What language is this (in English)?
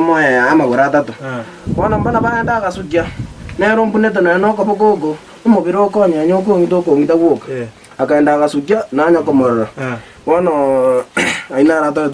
Gusii